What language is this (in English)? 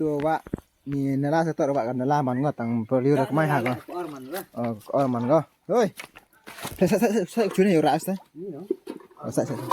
Khasi